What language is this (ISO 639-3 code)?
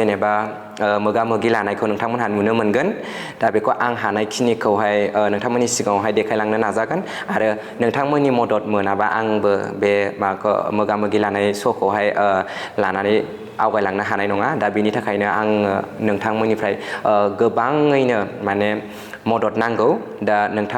brx